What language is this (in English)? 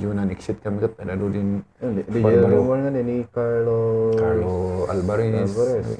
Kankanaey